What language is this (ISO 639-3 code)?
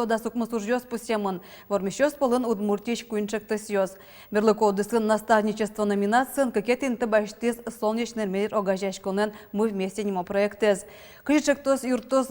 udm